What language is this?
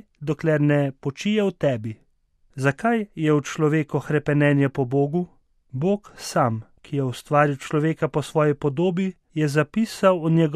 Slovenian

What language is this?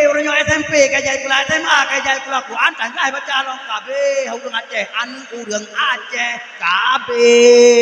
Achinese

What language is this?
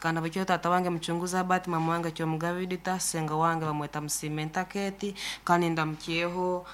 Nyankole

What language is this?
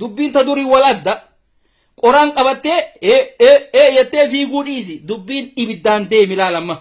Oromo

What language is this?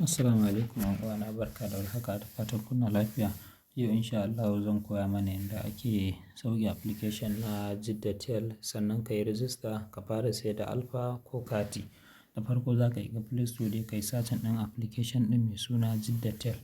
Hausa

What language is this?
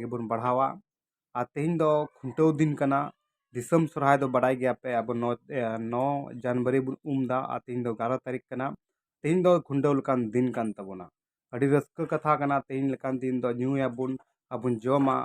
Santali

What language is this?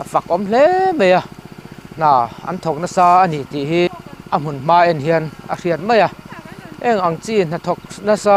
Mizo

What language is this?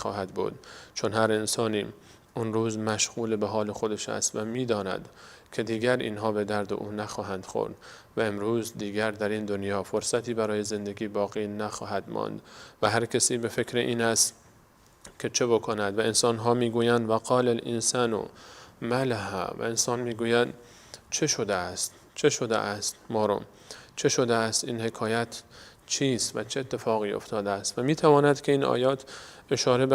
Persian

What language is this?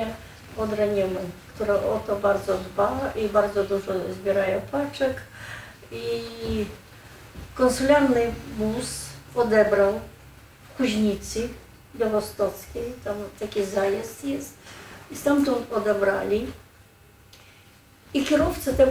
Polish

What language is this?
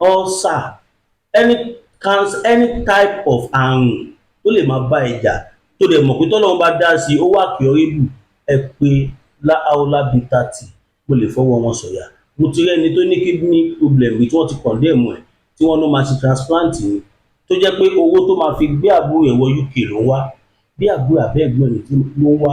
Yoruba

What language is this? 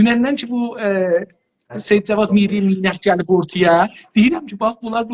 South Azerbaijani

